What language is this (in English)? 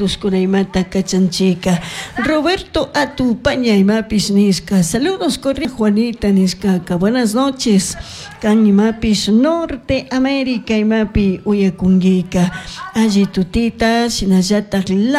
Chimborazo Highland Quichua